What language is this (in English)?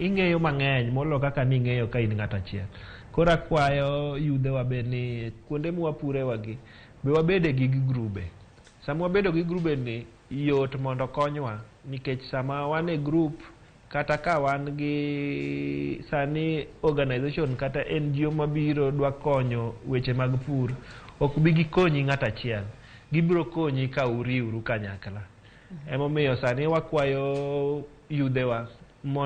Luo (Kenya and Tanzania)